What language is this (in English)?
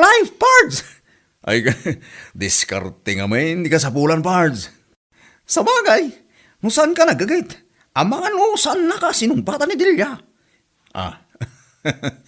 Iloko